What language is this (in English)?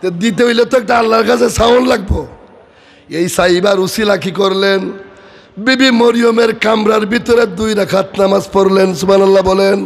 Sylheti